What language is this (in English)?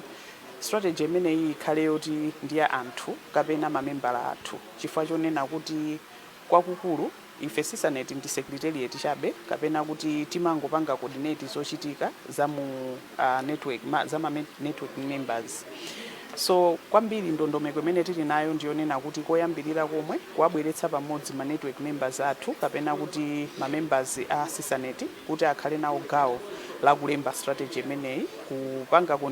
Nyanja